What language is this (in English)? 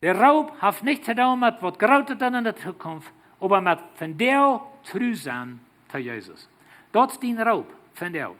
Plautdietsch